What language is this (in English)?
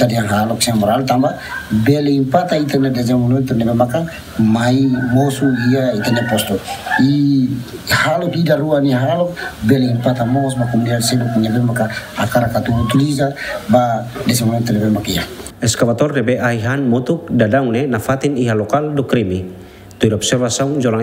Tetum